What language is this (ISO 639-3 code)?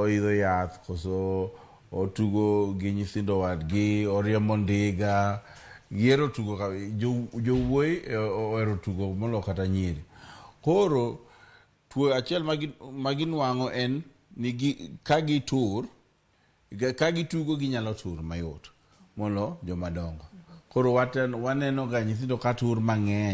luo